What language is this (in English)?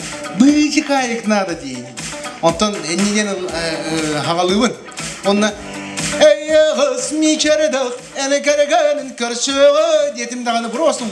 Yakut